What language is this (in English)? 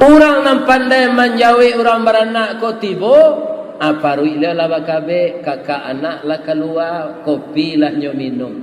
Minangkabau